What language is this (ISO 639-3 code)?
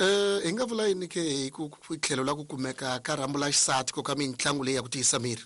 tso